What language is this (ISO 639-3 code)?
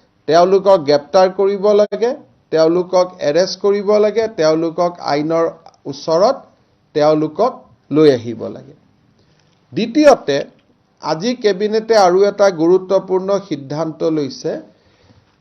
asm